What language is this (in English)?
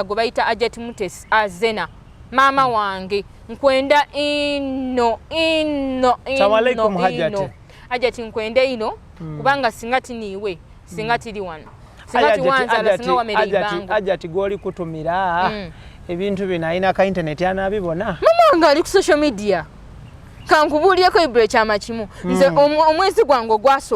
Ganda